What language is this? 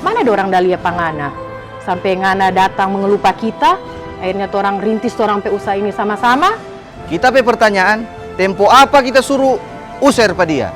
Manado Malay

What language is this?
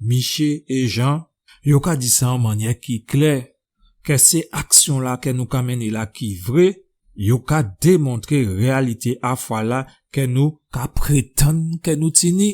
Guadeloupean Creole French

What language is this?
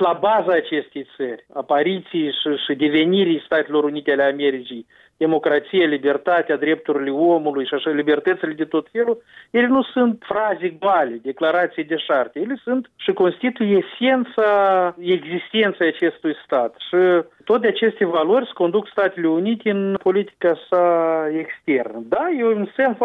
Romanian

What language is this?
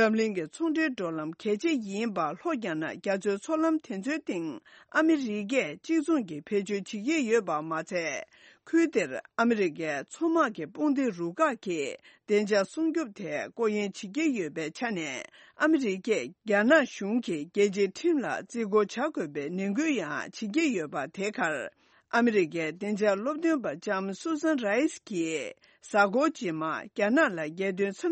Tibetan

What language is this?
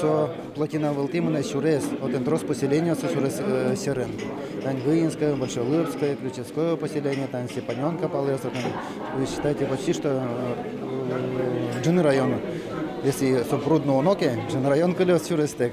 Udmurt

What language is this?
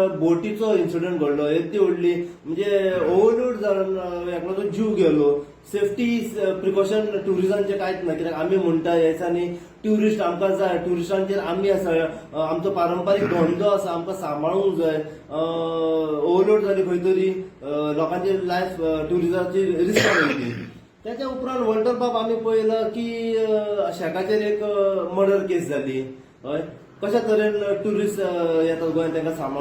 Konkani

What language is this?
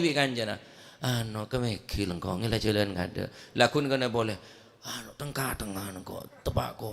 Madurese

